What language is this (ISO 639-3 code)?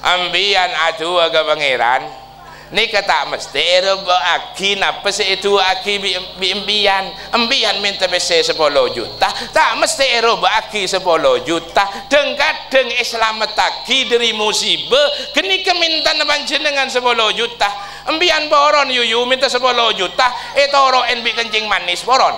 mad